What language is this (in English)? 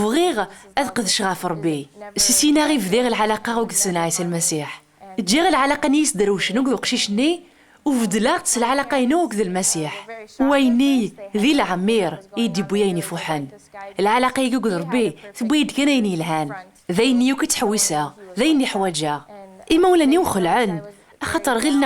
Kabyle